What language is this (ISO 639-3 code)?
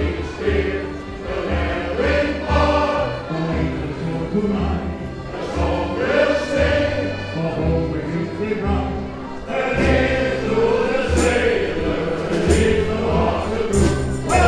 nld